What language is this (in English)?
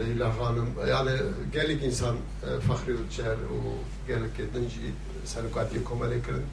Kurdish